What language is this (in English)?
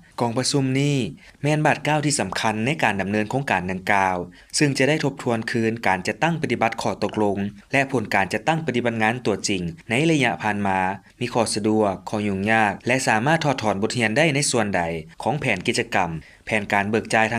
Lao